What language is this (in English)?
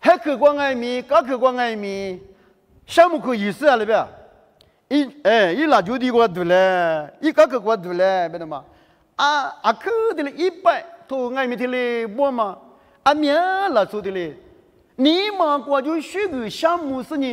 Lisu